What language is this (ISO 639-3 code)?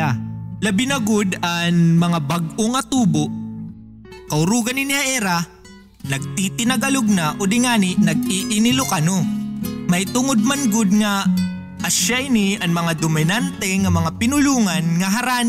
war